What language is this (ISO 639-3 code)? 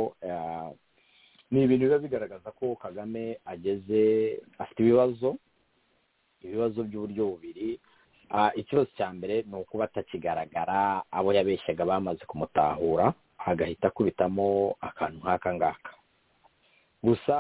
kin